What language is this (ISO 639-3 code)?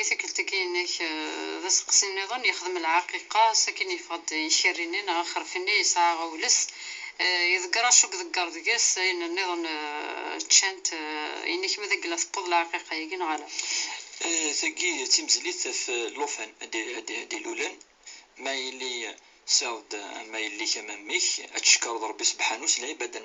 kab